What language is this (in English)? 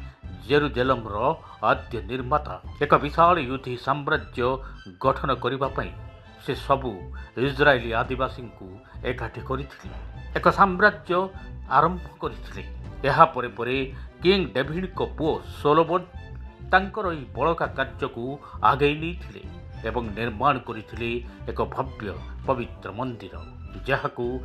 Odia